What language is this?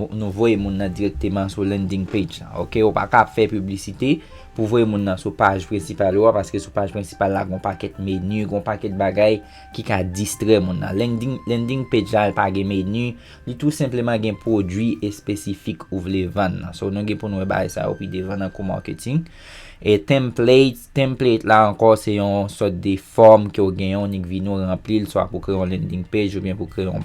Haitian Creole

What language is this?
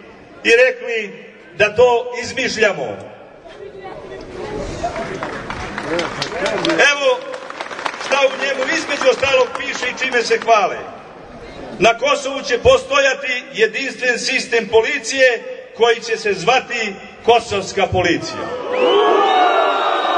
Serbian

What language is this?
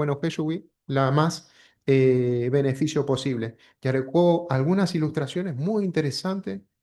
Guarani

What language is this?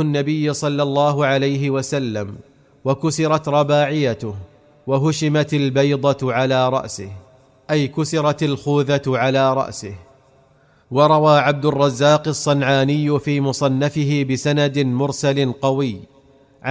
Arabic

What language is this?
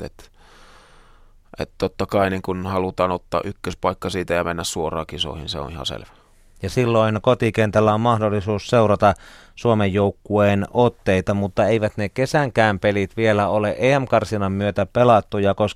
Finnish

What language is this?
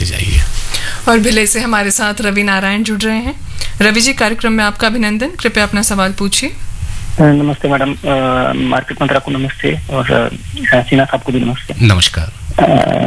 Hindi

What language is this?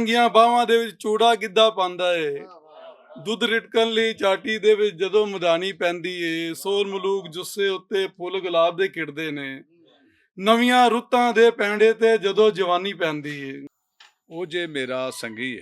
Western Panjabi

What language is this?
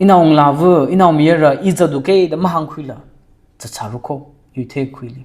Tangkhul Naga (India)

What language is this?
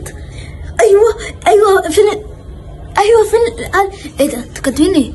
Egyptian Arabic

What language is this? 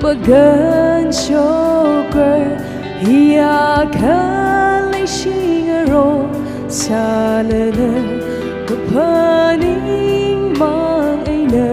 Tangkhul Naga (India)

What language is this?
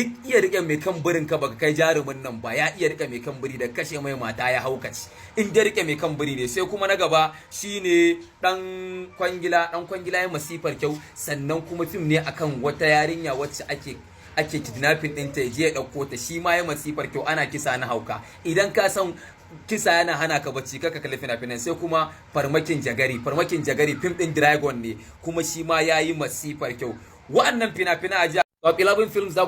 Hausa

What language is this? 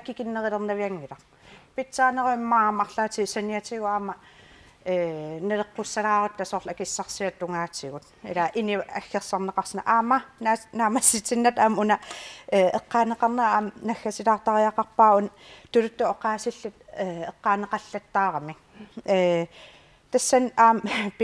Kalaallisut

